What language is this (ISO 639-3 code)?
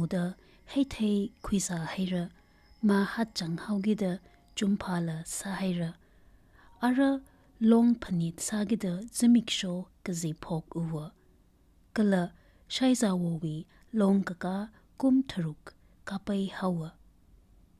nmf